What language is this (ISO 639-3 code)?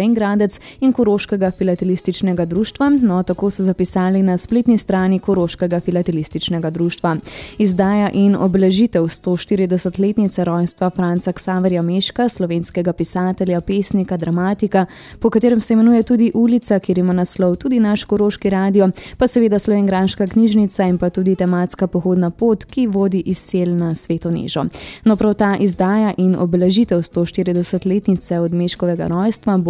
slv